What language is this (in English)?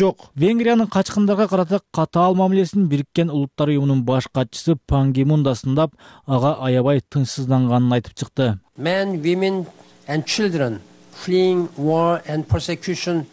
Kyrgyz